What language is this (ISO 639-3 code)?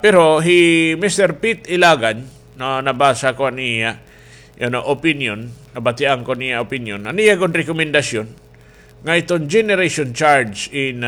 war